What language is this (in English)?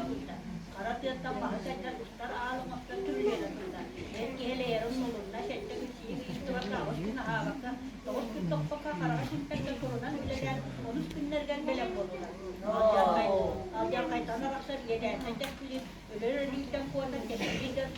Yakut